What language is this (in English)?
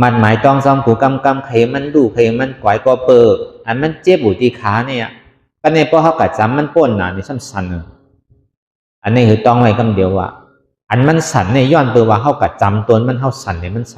Shan